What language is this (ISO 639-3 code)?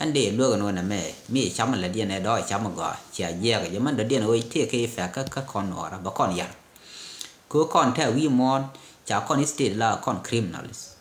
nus